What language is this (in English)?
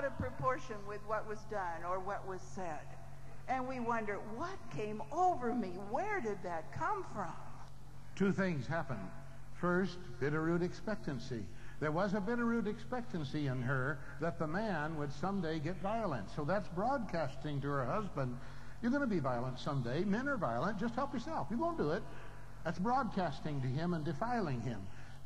English